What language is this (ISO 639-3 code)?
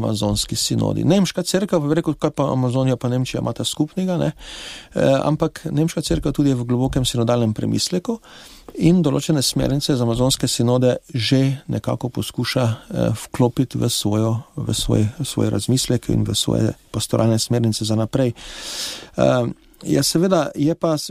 slv